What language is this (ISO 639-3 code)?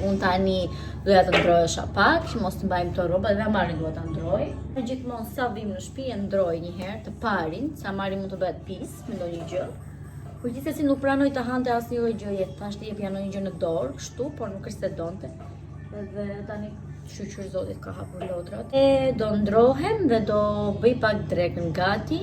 sqi